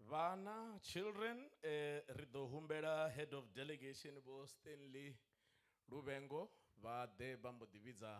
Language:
Venda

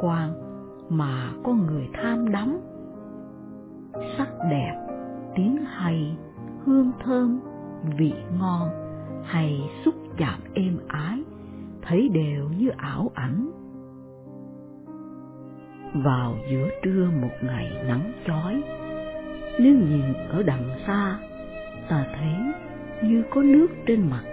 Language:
Vietnamese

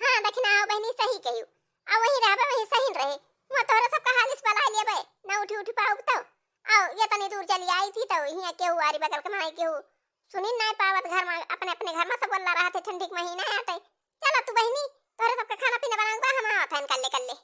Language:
Awadhi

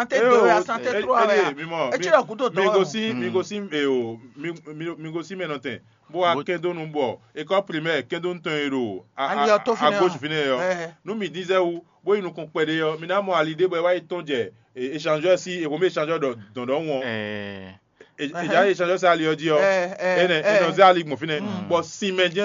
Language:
Fon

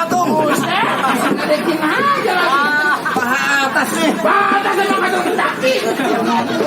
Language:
Betawi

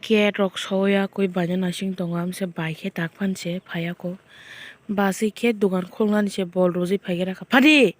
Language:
Kok Borok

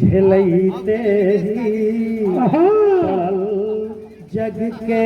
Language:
Magahi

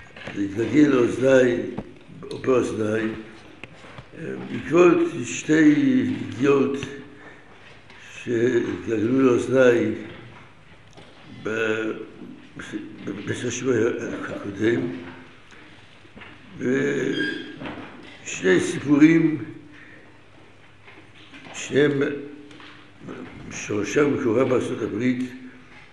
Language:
Hebrew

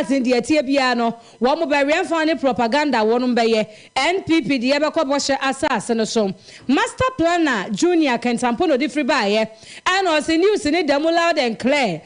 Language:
Akan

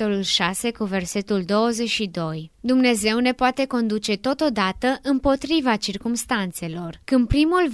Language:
Romanian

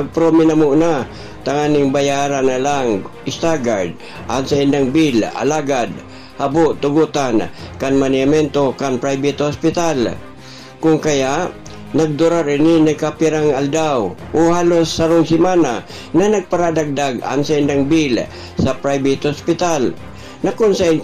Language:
Bikol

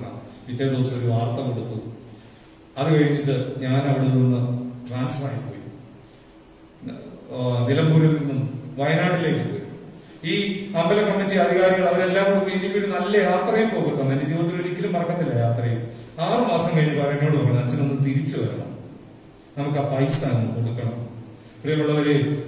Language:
Malayalam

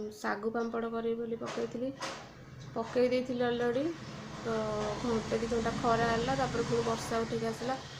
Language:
Odia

